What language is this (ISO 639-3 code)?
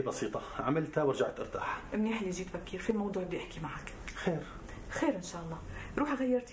apc